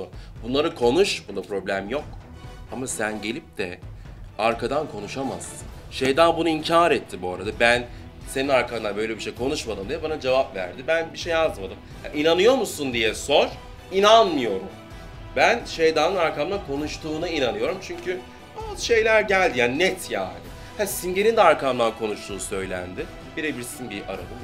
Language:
Turkish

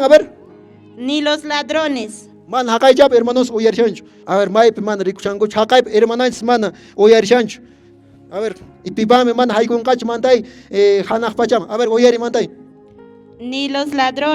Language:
Quechua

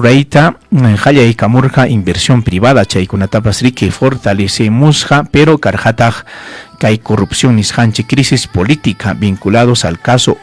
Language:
Ayacucho Quechua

